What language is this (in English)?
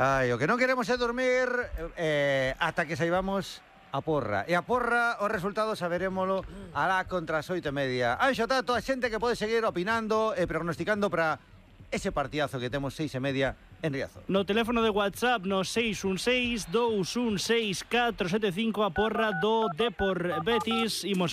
Galician